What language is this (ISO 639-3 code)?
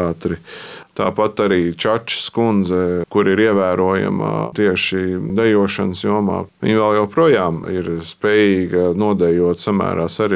lav